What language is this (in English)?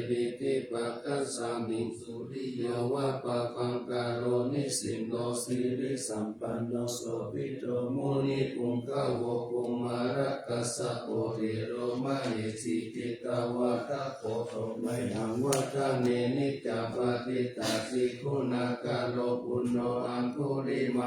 Pali